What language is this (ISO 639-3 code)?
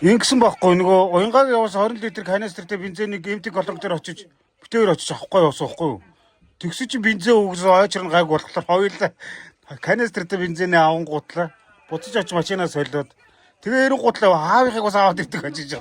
mon